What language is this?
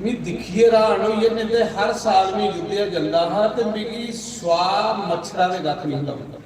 Dogri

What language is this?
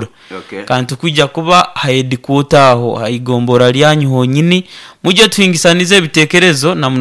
Nyoro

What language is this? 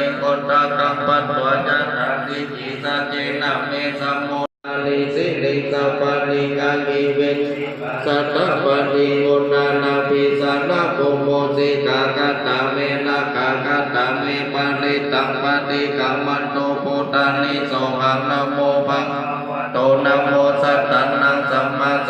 Pali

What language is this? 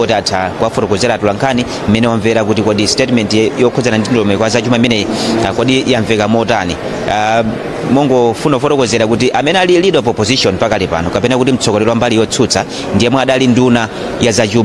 Nyanja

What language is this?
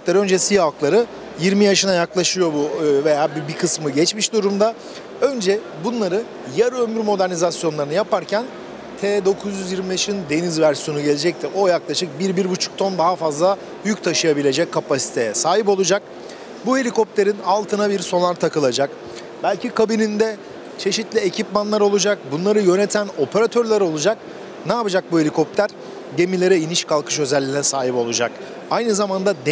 Turkish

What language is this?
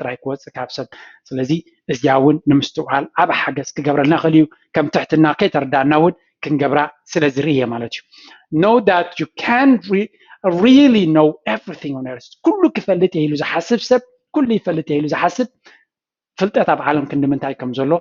Tigrinya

